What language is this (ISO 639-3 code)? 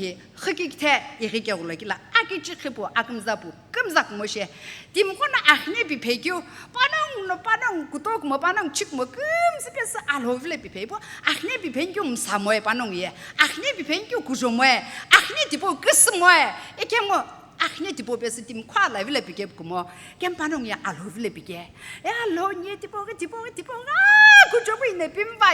nsm